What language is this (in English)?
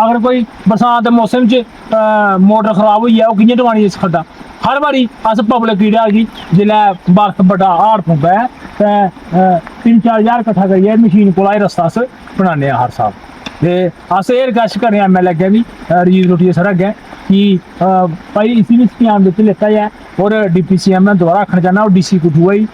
Dogri